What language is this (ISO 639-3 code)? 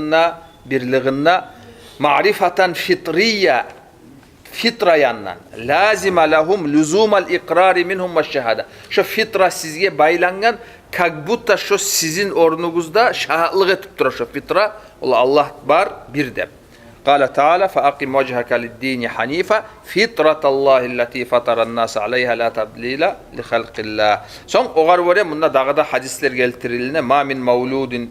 kum